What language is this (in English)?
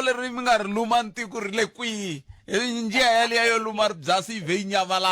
Tsonga